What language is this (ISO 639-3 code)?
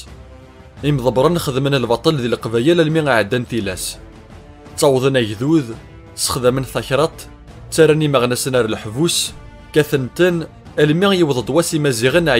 kab